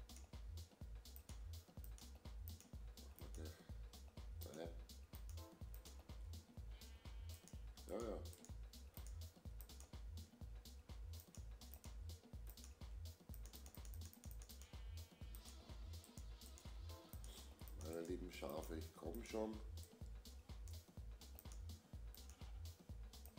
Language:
German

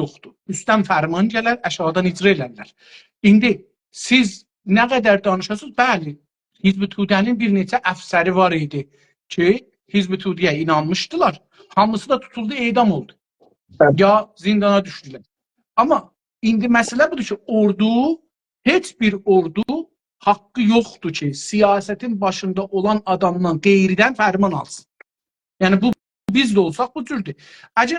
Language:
South Azerbaijani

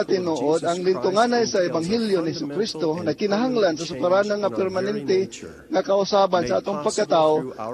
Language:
Cebuano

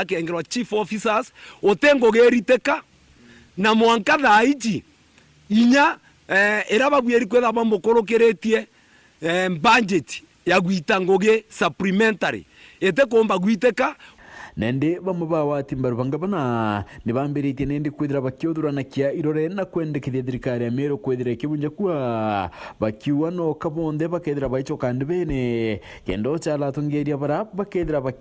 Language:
Meru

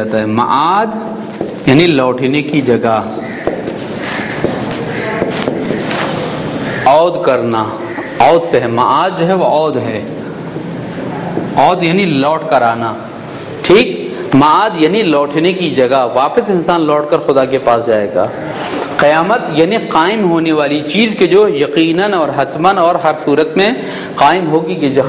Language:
Urdu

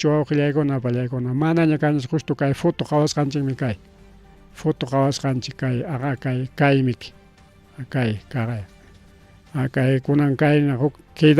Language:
Ayacucho Quechua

